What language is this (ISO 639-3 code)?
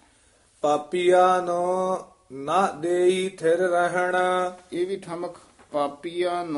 pan